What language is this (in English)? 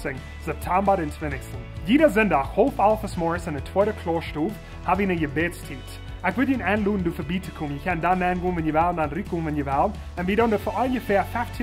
Plautdietsch